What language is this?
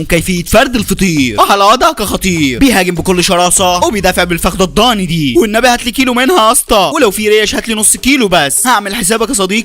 Egyptian Arabic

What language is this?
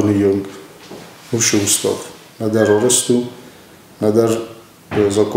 Ossetic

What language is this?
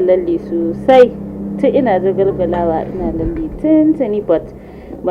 Hausa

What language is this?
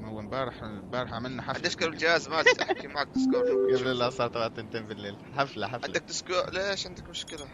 North Levantine Arabic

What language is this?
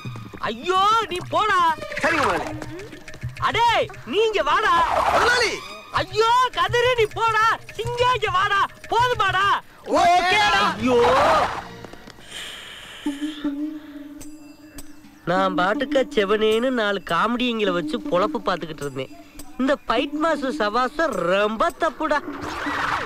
Tamil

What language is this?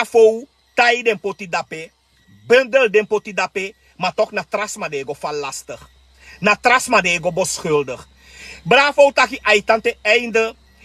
Sranan Tongo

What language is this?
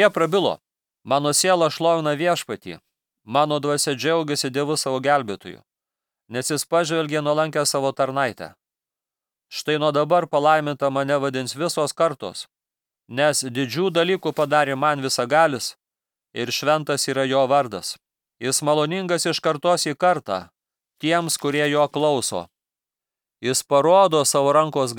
Lithuanian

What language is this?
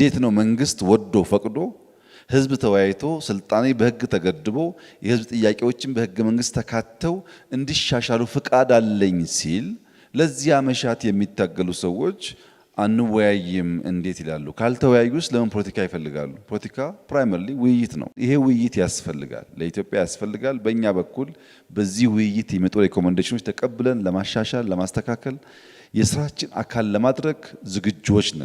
Amharic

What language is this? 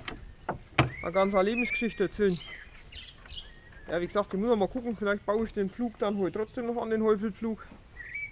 German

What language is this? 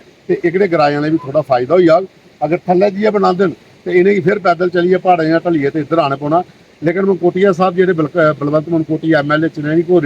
Dogri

